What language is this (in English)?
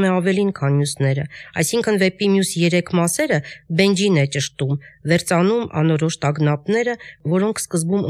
Armenian